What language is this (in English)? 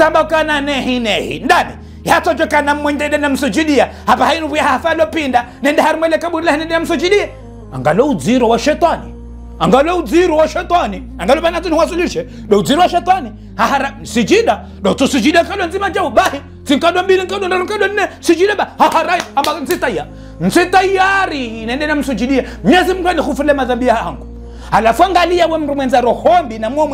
Ngazidja Comorian